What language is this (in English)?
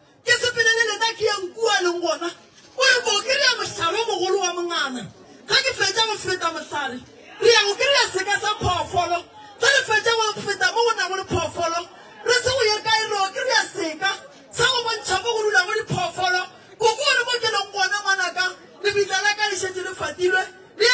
Northern Sotho